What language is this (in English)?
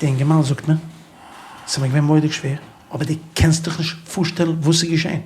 Yiddish